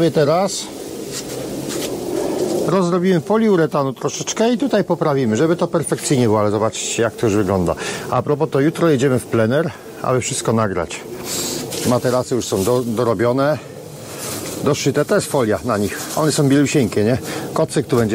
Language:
Polish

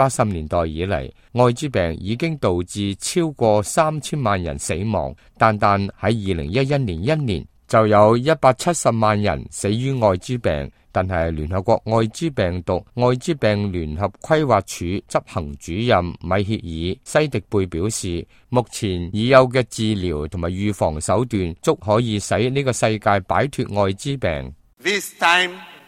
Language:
Cantonese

